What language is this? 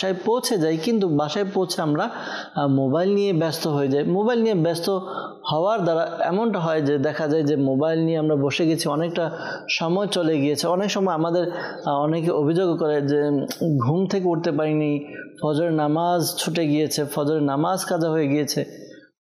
Bangla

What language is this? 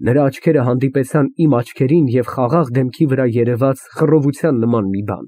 Armenian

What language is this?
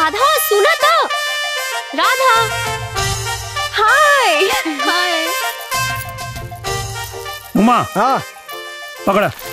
Bhojpuri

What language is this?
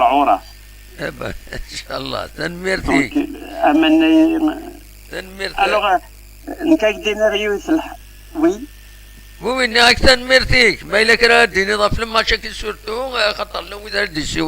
Kabyle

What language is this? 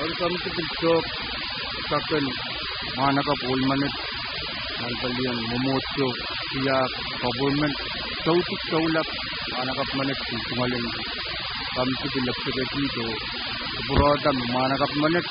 Pohnpeian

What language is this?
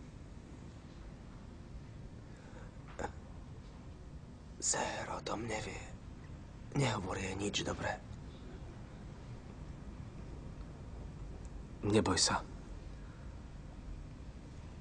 Slovak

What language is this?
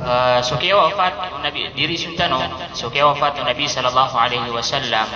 Maranao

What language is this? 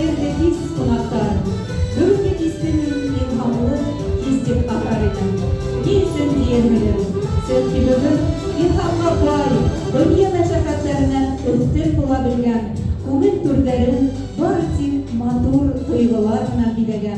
Bashkir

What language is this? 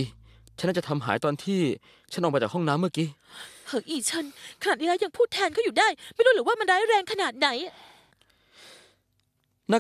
Thai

